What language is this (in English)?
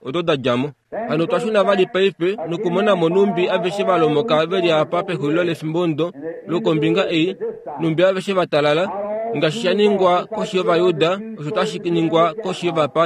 Kuanyama